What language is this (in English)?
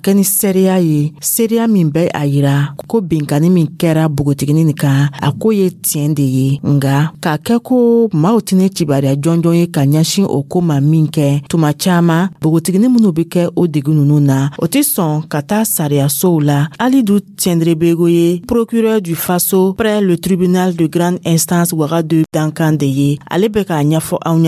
Dyula